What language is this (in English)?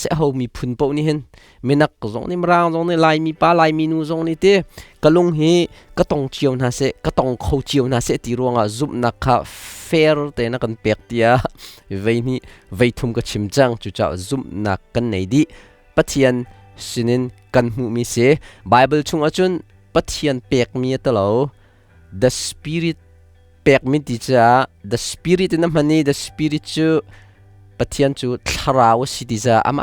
Hakha Chin